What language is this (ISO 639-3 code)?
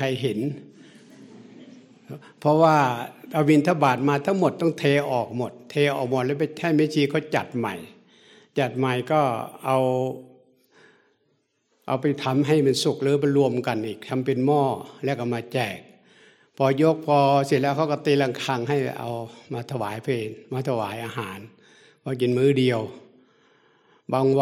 tha